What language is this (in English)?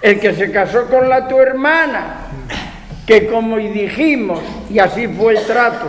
Asturian